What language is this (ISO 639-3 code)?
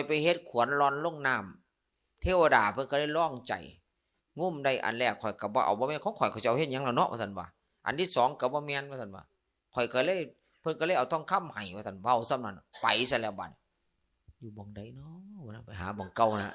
tts